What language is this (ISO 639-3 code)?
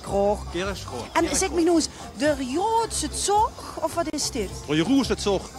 lim